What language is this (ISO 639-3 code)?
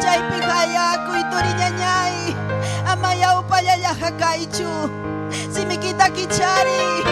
quy